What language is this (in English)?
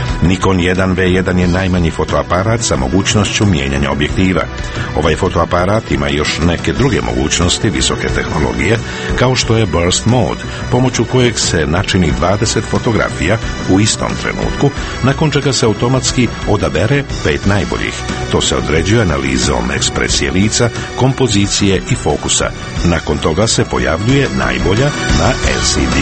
Croatian